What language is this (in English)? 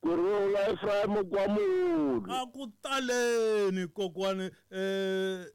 Tsonga